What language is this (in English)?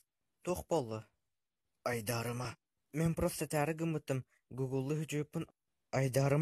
Yakut